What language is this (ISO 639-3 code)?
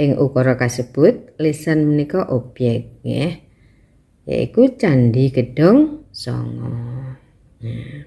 jav